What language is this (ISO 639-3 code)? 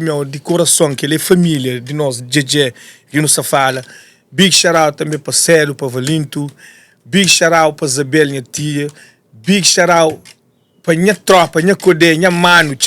kea